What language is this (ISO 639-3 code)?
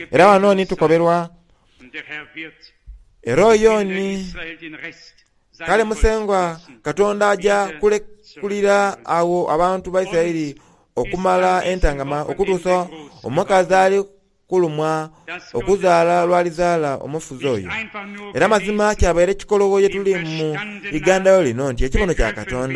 xog